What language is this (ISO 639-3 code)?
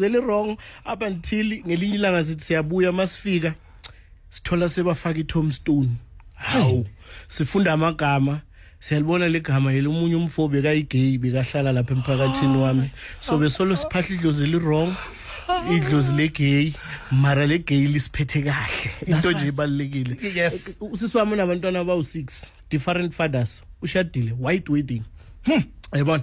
zul